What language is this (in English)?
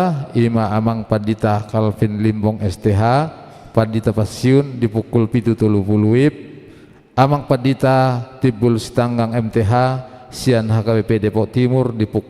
Batak Toba